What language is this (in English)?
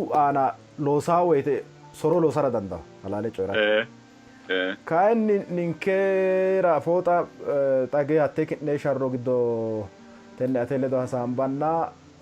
Sidamo